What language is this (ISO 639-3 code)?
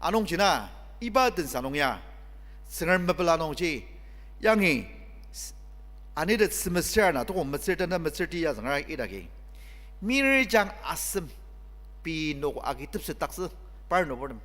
njo